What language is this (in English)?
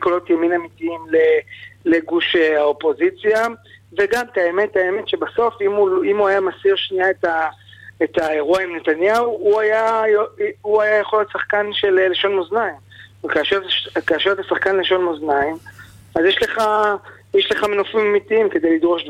Hebrew